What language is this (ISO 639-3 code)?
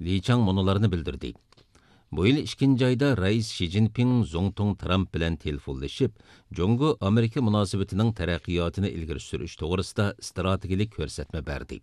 uig